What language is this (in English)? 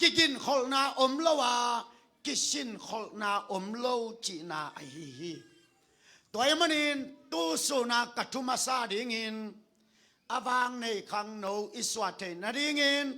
Tedim Chin